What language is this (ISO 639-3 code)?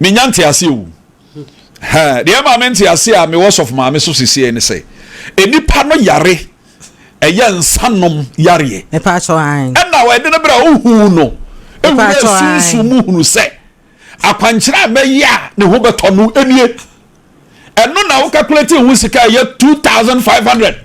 aka